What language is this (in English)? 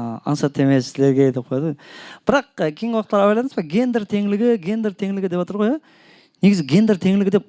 Kara-Kalpak